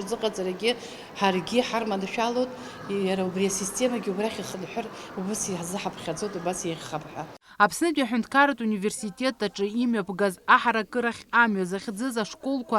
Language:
Abkhazian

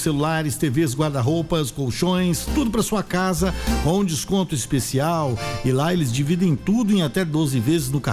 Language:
Portuguese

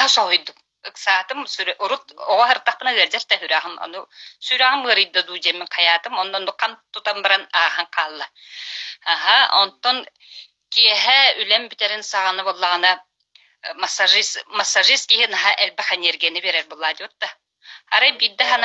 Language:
Yakut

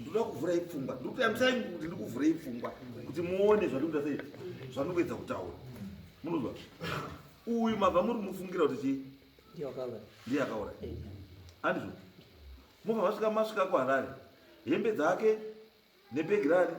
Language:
Shona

